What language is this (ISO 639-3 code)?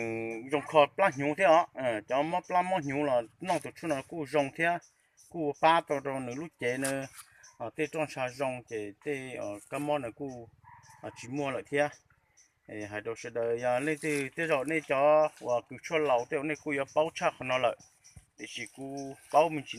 hmn